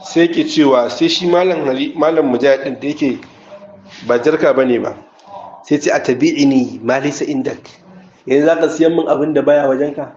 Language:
Hausa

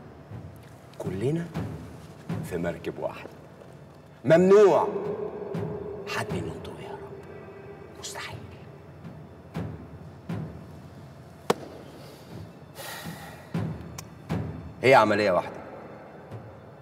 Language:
Egyptian Arabic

